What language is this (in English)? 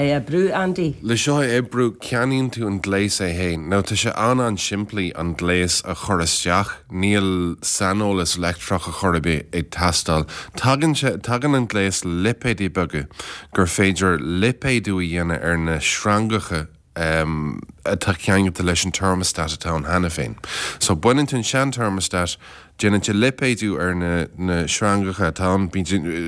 Irish